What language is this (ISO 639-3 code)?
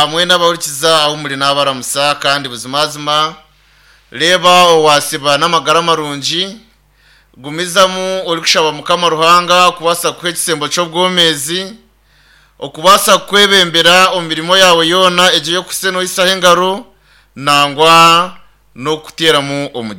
nyn